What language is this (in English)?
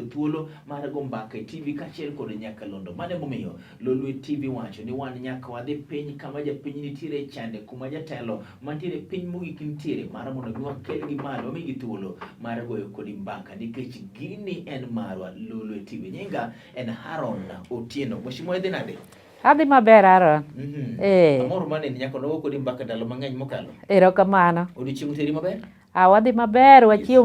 Luo (Kenya and Tanzania)